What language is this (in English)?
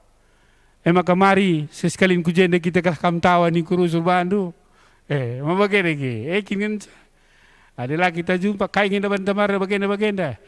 Batak Karo